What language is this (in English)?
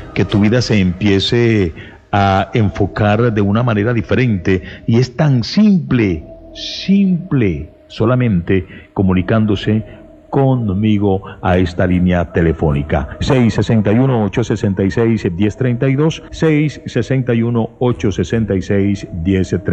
Spanish